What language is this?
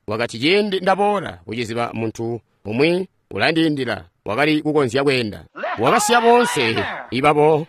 Tonga (Zambia)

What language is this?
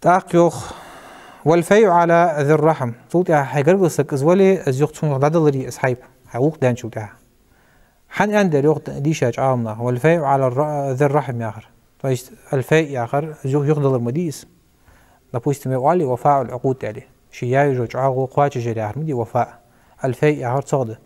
Ingush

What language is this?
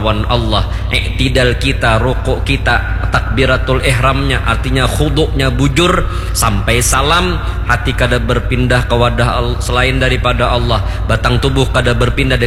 Banjar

